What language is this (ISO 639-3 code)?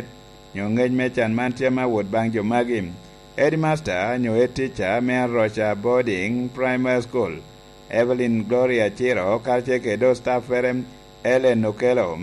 laj